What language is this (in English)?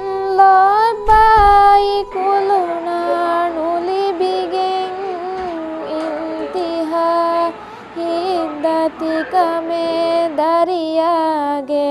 Divehi